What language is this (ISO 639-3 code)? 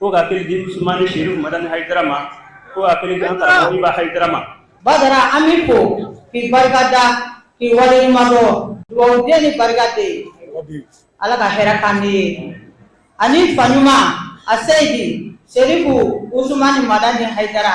bam